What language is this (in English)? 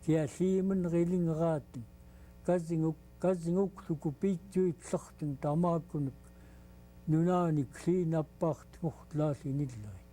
Central Yupik